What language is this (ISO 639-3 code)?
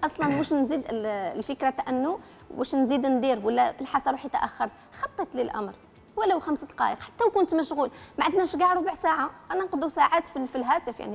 arq